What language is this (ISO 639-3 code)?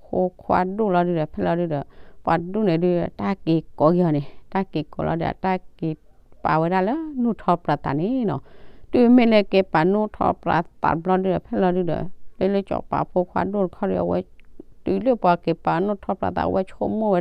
ksw